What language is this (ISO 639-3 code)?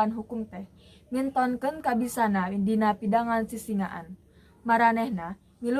sun